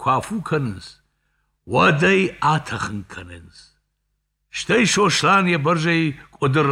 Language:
Ossetic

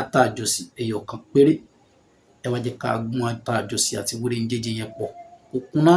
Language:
Yoruba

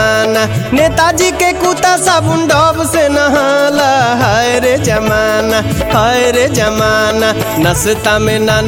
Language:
Bhojpuri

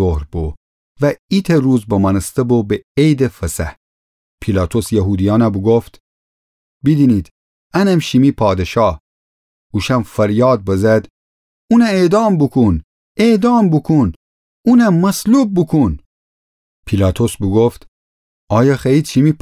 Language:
Gilaki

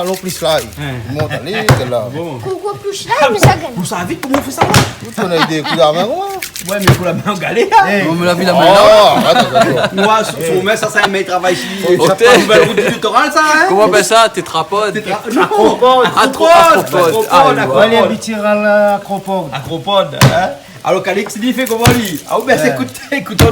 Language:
Réunion Creole French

